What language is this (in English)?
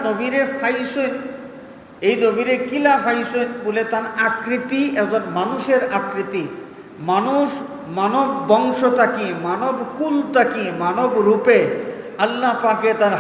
Sylheti